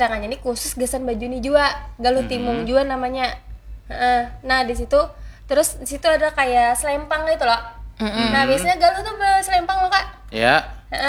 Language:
Banjar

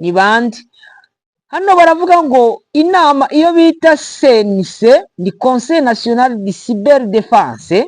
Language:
Kinyarwanda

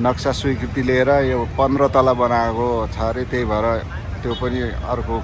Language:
Nepali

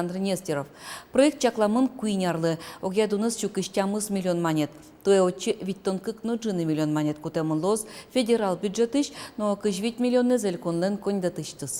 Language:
Udmurt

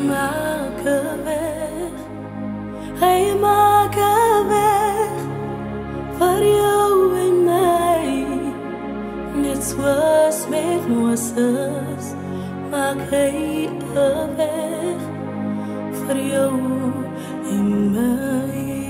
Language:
Afrikaans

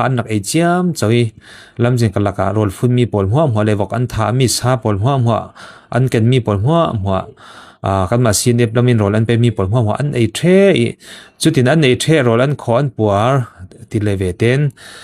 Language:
Falam Chin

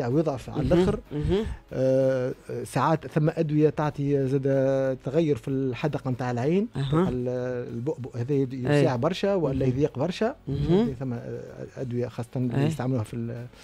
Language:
Tunisian Arabic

